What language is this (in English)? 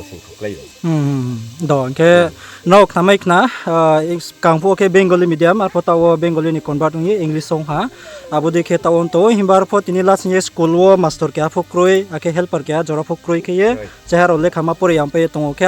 Riang (India)